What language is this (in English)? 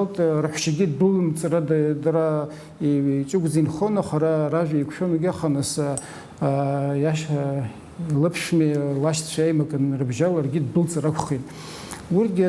Abkhazian